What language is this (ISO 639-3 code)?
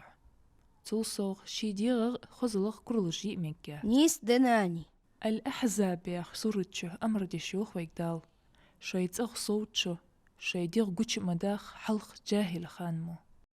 inh